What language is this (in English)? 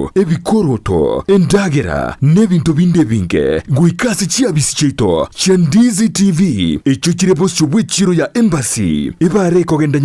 Gusii